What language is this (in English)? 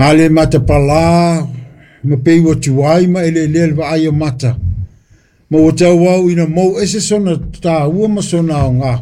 Samoan